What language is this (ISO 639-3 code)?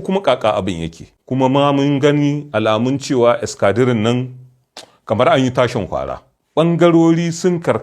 hau